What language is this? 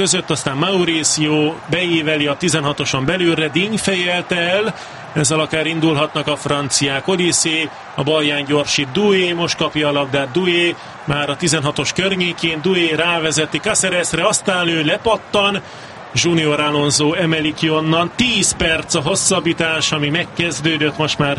Hungarian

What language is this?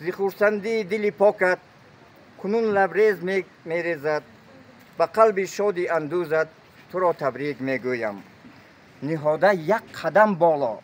Tajik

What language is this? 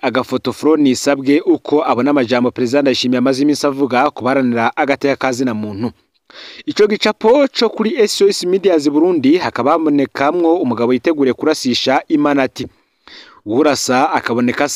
Rundi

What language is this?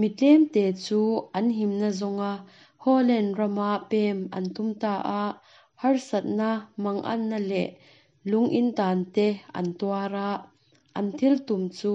Mizo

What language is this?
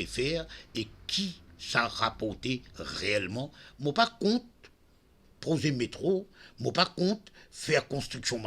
Morisyen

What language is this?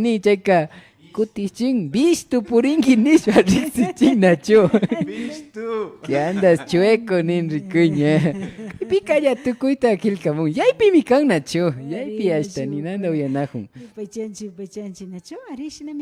Imbabura Highland Quichua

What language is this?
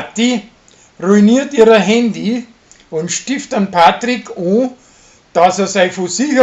Bavarian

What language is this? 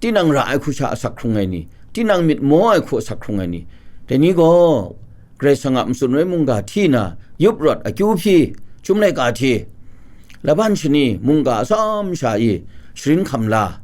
Kachin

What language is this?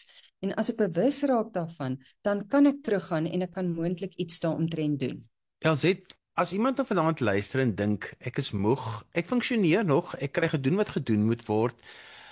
Afrikaans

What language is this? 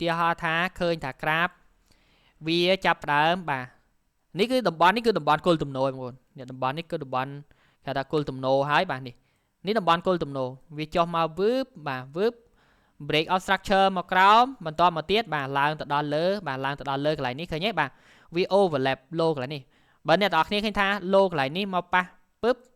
Khmer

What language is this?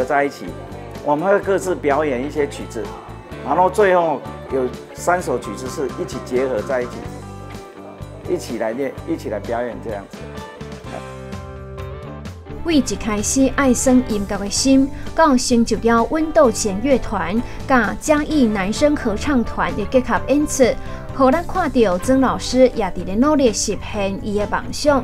Chinese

